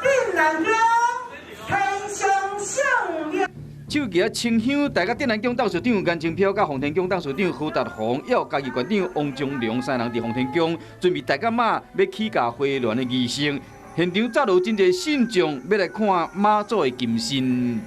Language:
Min Nan Chinese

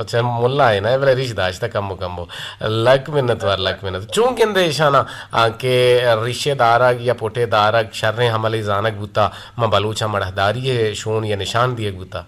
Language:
Eastern Balochi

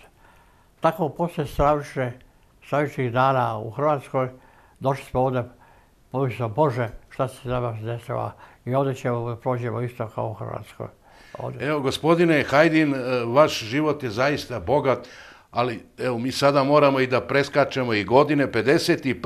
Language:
Serbian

